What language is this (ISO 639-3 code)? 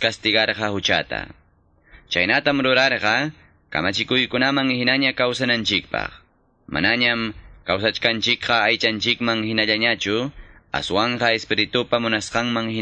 que